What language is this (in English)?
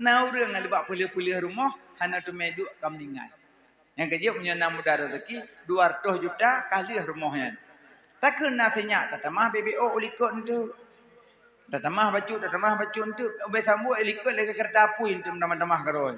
Achinese